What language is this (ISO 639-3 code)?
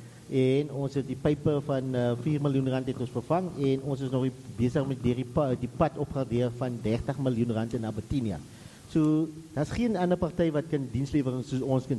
afr